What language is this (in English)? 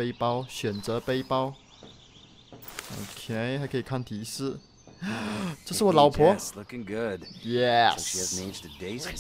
Chinese